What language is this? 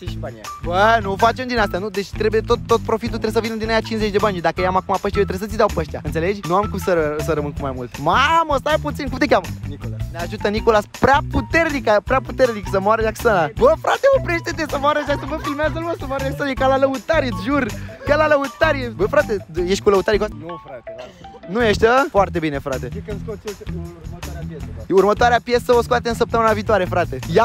Romanian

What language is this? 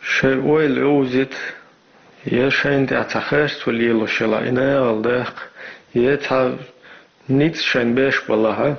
Chechen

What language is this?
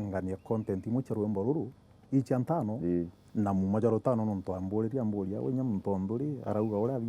Meru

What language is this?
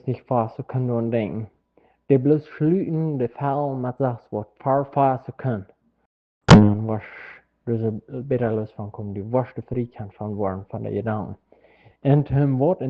Plautdietsch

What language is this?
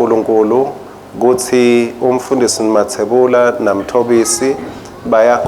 Swati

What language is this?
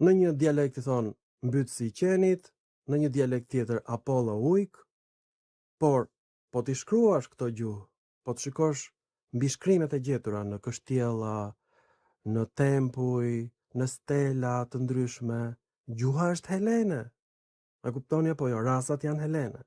Albanian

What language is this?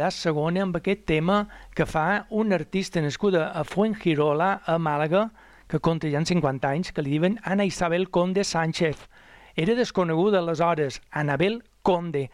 Catalan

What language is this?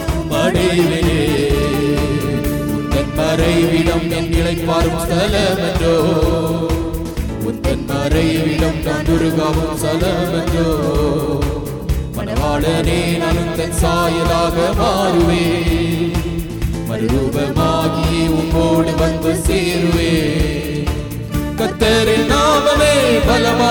Tamil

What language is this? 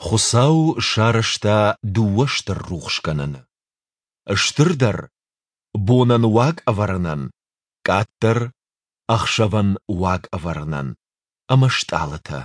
Ossetic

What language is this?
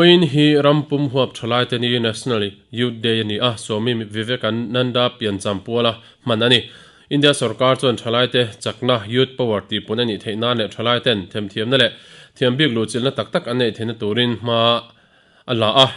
Mizo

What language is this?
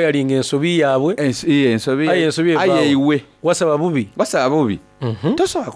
Soga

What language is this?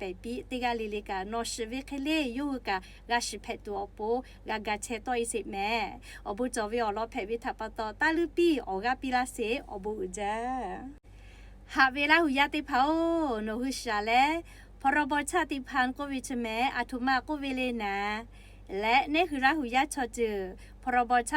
Lahu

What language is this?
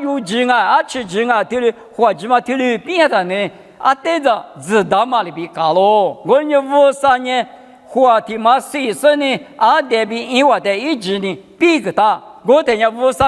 Lisu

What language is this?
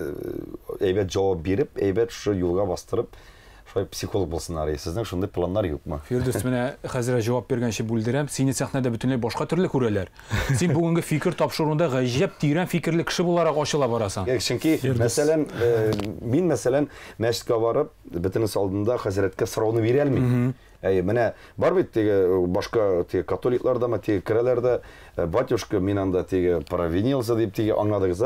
Tatar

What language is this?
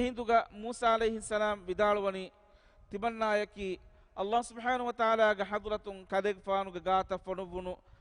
Divehi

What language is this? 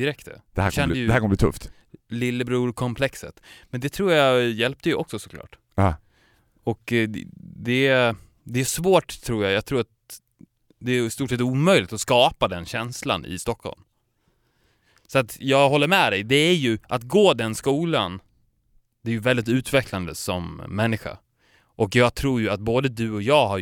Swedish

